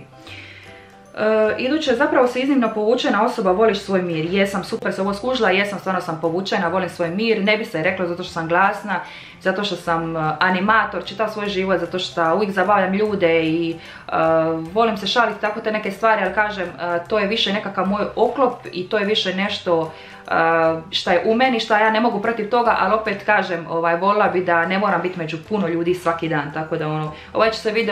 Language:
Croatian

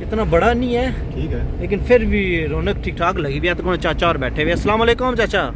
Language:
Pahari-Potwari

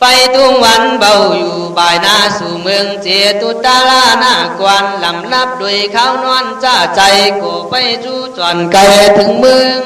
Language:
Khün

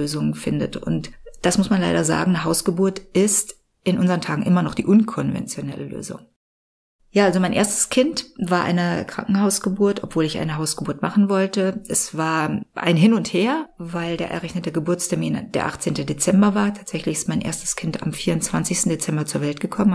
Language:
German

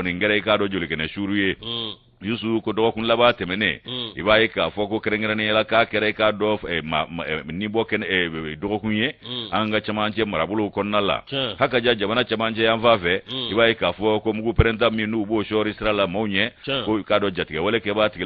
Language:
Bambara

